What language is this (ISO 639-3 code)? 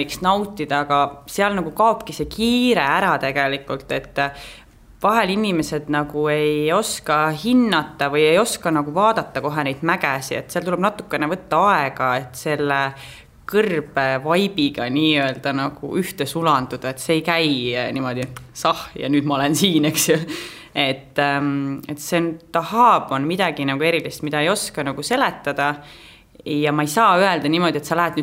est